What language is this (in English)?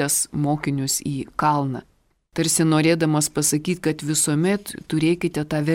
Lithuanian